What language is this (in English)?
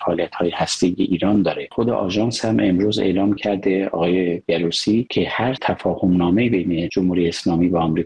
Persian